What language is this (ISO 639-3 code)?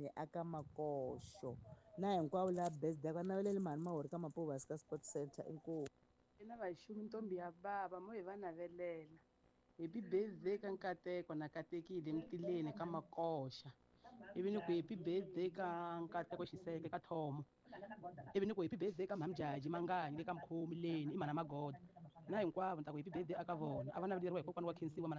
tso